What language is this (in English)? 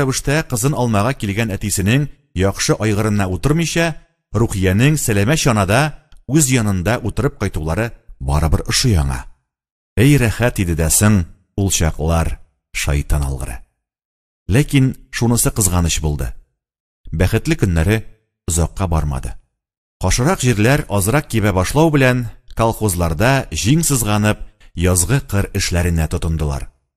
Tatar